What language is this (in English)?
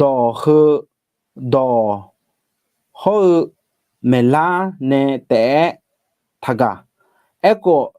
Akha